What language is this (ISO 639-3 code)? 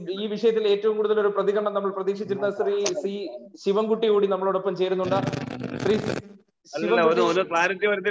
mal